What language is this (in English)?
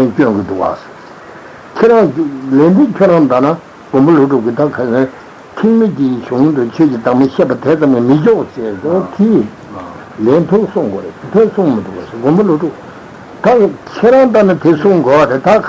Tibetan